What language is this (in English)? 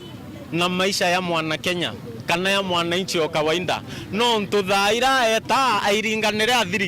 Meru